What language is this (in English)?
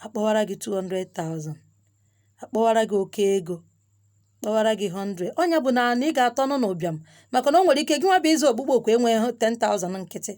Igbo